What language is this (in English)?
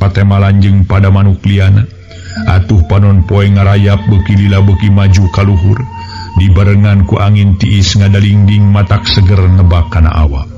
Sundanese